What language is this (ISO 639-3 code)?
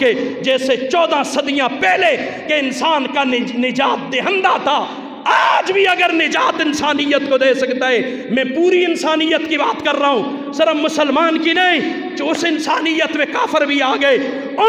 urd